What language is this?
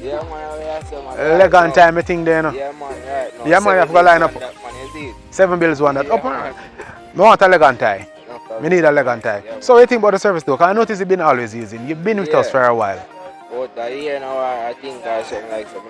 Jamaican Creole English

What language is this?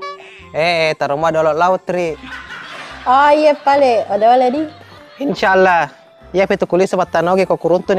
Buginese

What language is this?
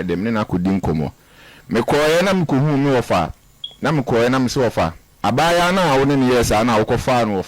Akan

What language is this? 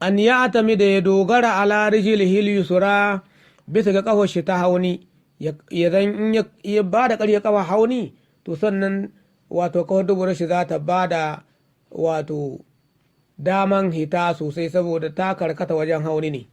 Hausa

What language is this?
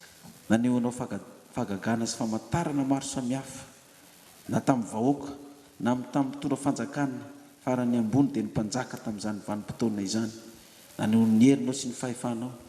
Malagasy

